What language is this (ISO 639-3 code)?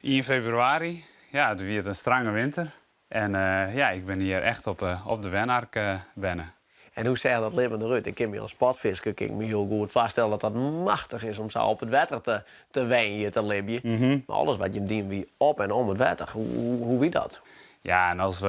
fry